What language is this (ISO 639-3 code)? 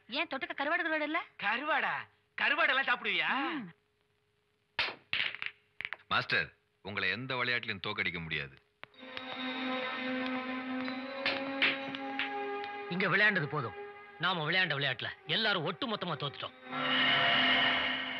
tam